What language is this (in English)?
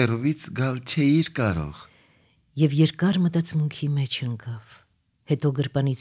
Armenian